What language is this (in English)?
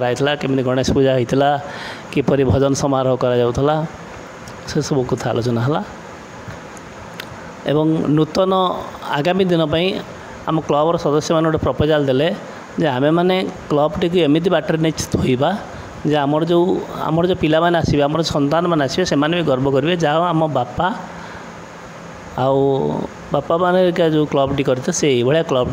Odia